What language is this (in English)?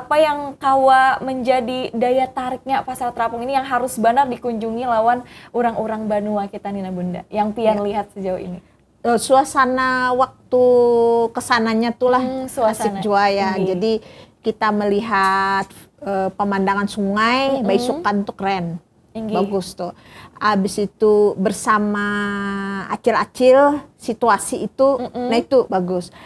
Banjar